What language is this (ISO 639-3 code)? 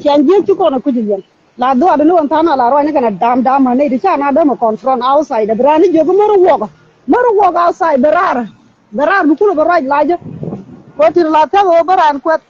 nus